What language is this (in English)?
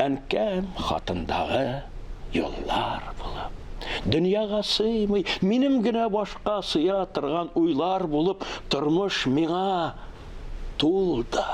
Tatar